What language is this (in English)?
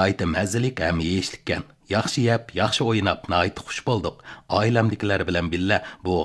Uyghur